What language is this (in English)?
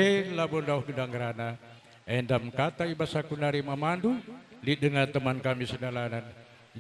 Batak Karo